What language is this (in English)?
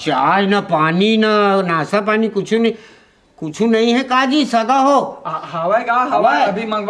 Chhattisgarhi